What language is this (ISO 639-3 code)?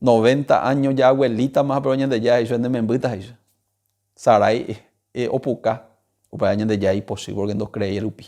grn